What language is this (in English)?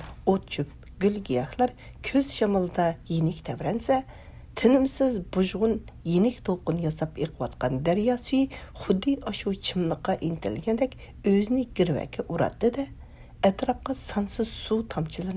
Uyghur